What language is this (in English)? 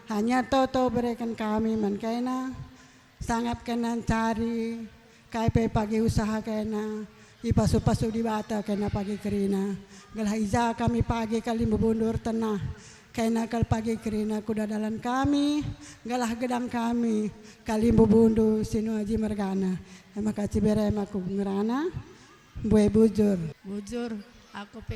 Batak Karo